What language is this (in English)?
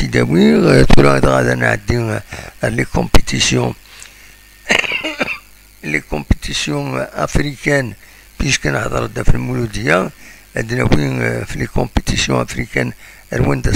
Kabyle